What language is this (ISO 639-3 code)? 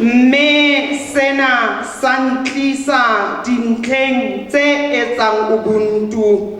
sot